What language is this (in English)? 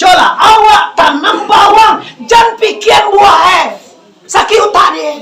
Minangkabau